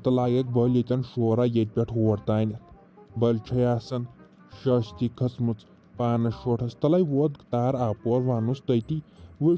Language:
Kashmiri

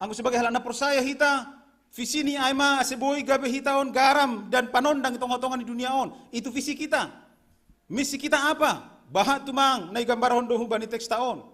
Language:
Batak Simalungun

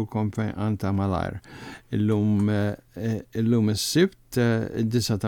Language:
Maltese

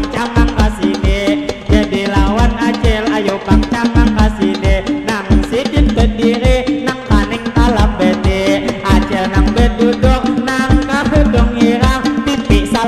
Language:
Banjar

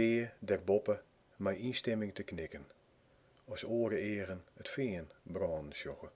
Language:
Western Frisian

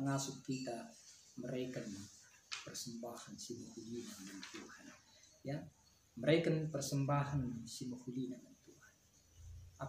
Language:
Batak Karo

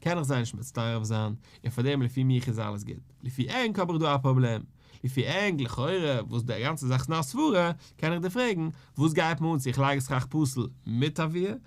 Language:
Yiddish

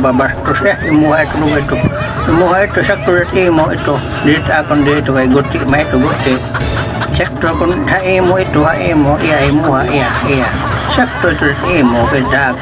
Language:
Waray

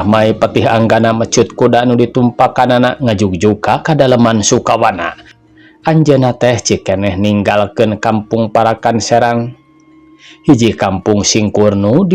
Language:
Sundanese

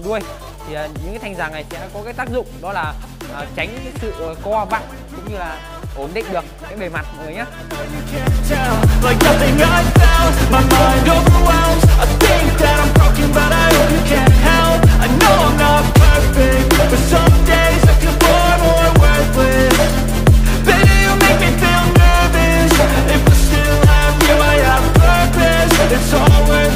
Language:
Vietnamese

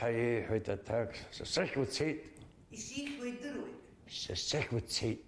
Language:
Abkhazian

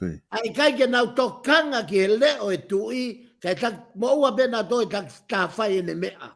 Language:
Tongan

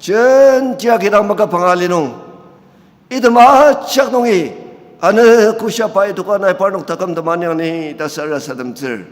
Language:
Ao Naga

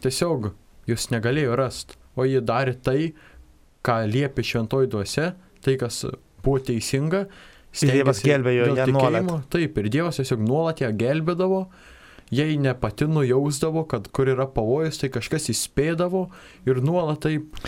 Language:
Lithuanian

